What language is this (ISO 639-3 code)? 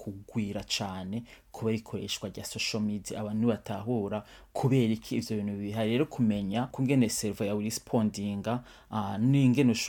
run